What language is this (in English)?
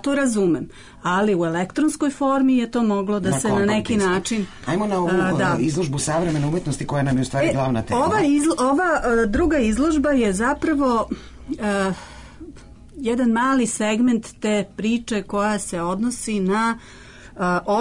Serbian